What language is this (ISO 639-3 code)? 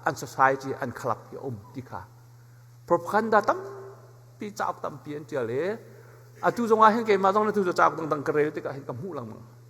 cnh